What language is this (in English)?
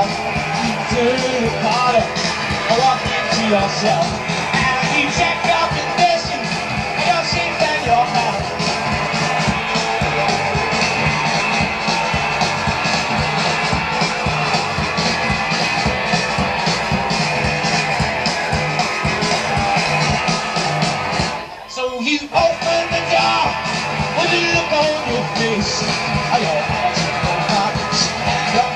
English